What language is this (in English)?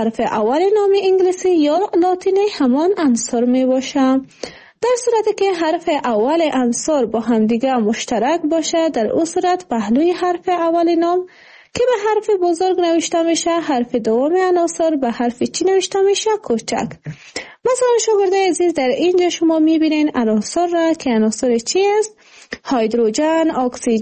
Persian